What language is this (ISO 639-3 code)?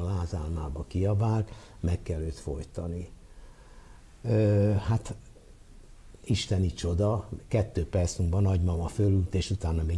hun